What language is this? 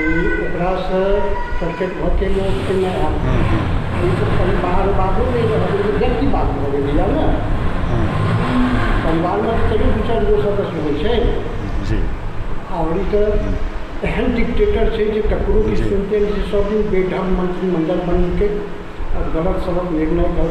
Maithili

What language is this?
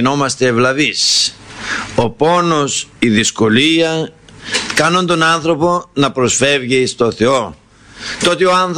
Greek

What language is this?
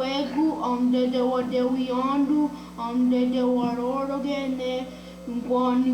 Mohawk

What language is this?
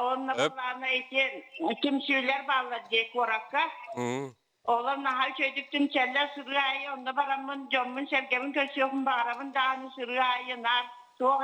Yakut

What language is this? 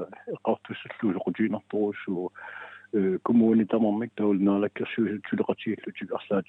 Kalaallisut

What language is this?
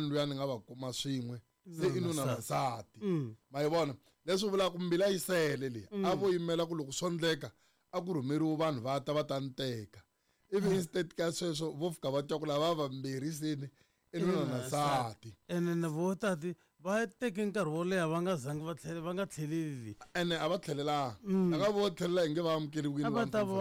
Tsonga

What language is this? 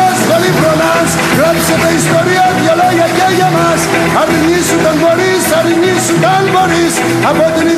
Greek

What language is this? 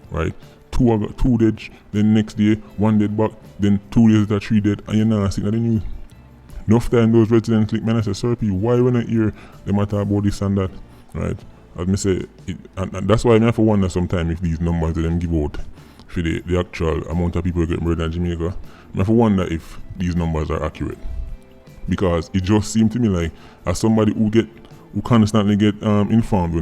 Jamaican Creole English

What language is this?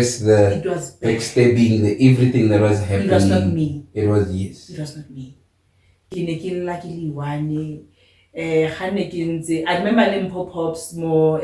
Tswana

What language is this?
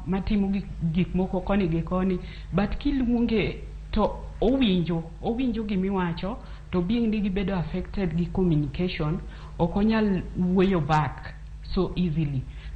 Luo (Kenya and Tanzania)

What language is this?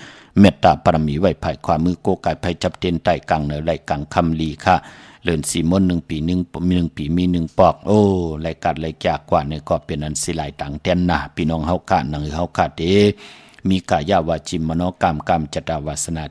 Shan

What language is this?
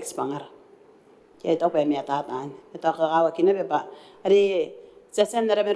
Gilbertese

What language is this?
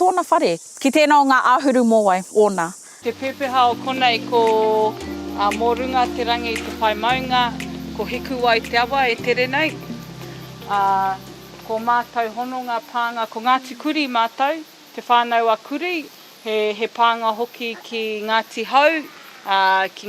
Māori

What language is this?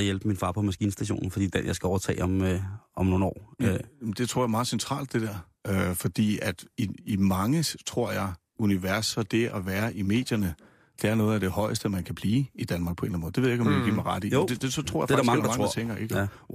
Danish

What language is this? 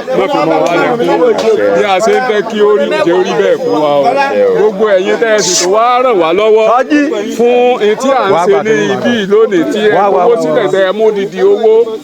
Yoruba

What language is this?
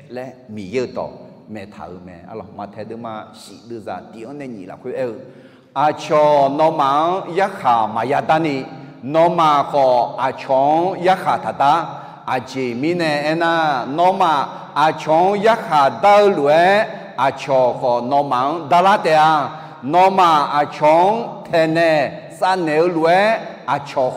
Akha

